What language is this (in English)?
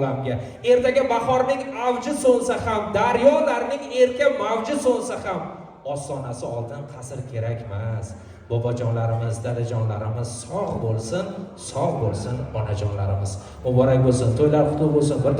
Uzbek